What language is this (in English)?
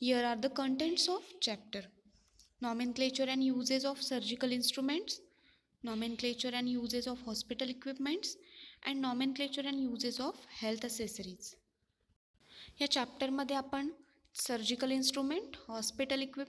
Marathi